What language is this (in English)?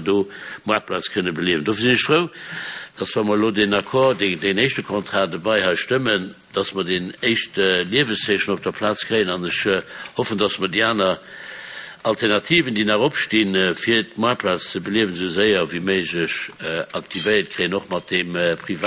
Luxembourgish